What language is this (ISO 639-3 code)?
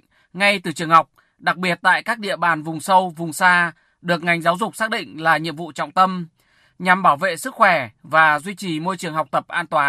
vie